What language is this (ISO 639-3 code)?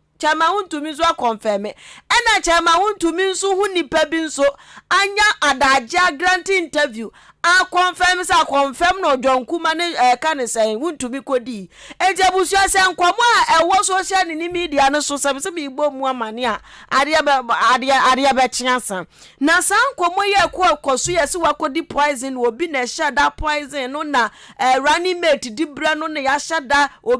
aka